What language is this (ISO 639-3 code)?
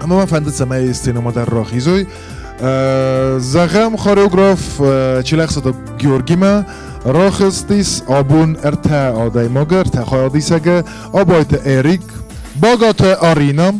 oss